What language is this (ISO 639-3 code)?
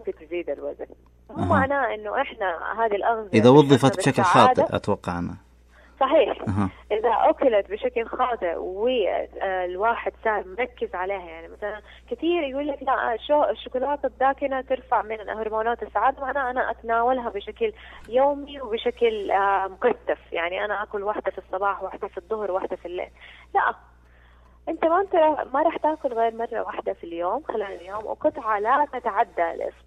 ars